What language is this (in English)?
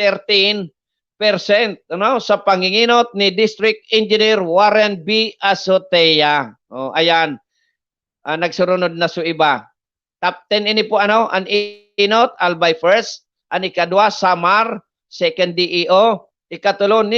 Bikol